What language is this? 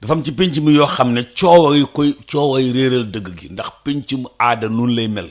Wolof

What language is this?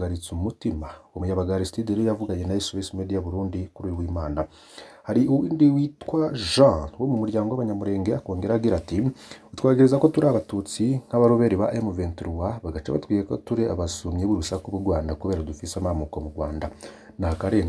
Rundi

